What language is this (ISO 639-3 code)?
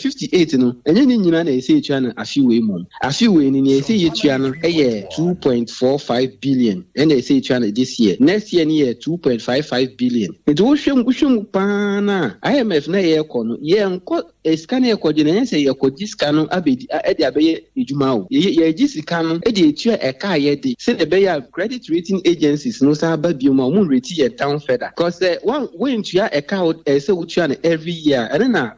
aka